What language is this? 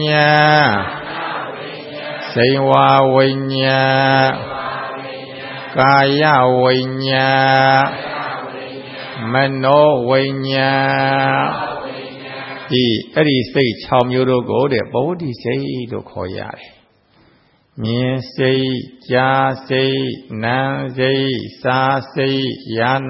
Burmese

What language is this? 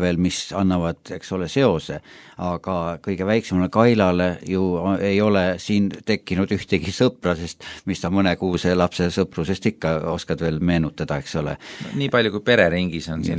Estonian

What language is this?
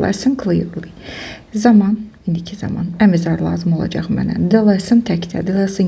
Azerbaijani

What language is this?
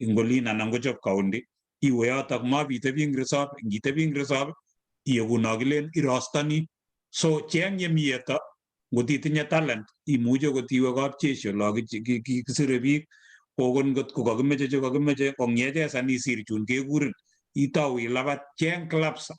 Kalenjin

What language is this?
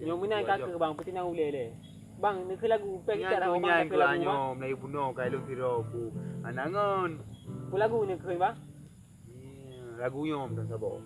Achinese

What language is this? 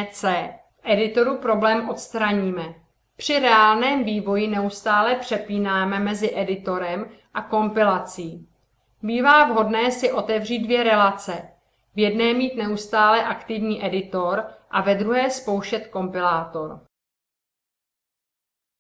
Czech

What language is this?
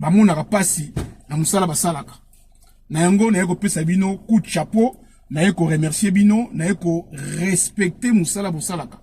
Lingala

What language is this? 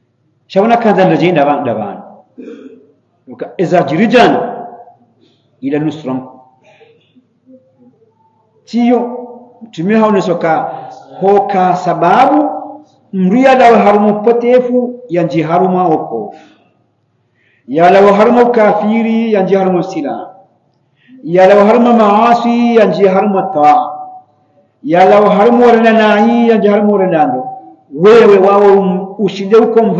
Swahili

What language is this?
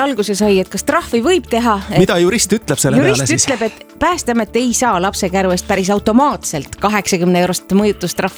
Estonian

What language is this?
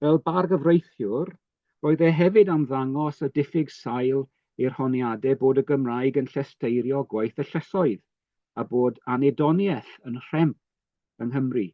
Welsh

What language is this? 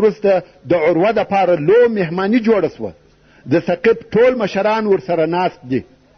Pashto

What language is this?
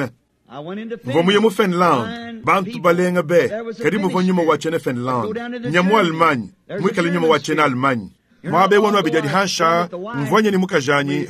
Luba-Lulua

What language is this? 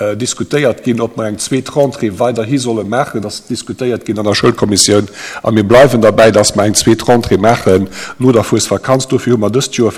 Luxembourgish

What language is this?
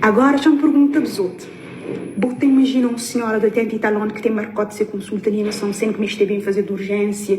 Kabuverdianu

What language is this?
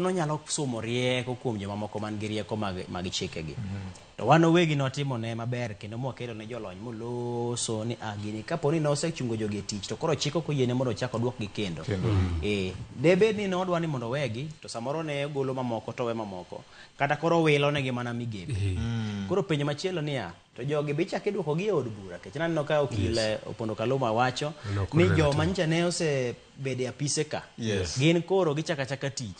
Luo (Kenya and Tanzania)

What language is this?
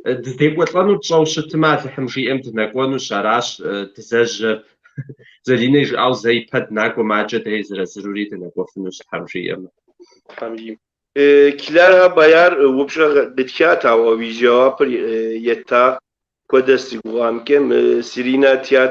Kabardian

